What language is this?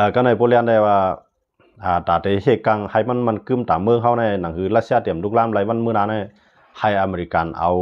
Shan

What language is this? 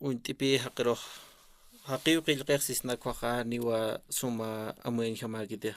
Aymara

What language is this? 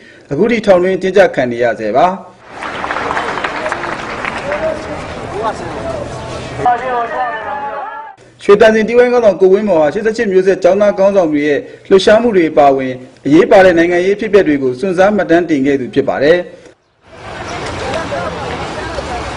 Burmese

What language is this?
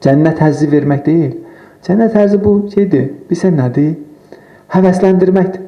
Azerbaijani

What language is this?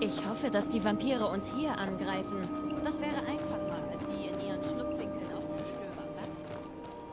Bavarian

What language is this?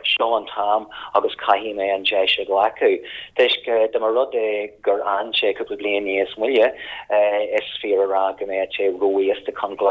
Irish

